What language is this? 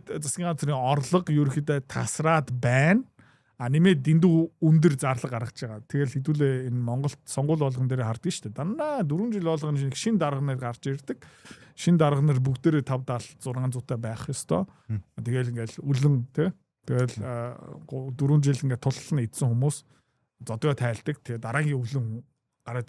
Mongolian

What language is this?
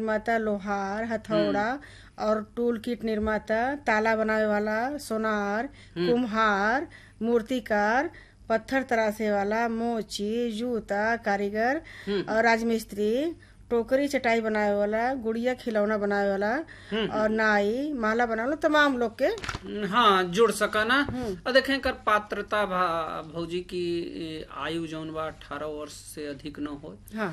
Bhojpuri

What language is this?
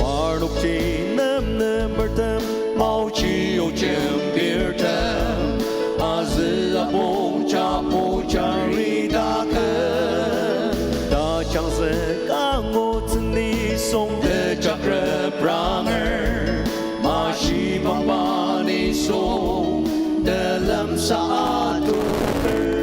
Ao Naga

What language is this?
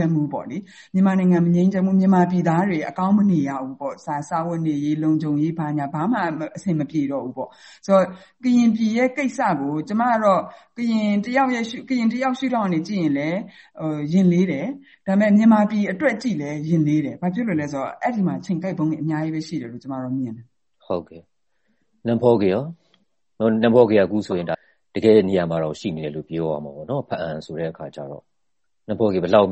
Burmese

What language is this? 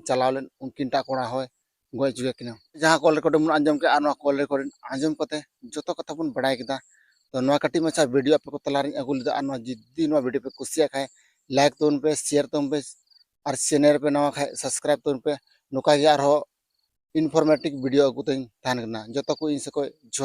Santali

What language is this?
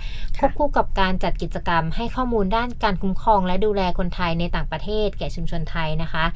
Thai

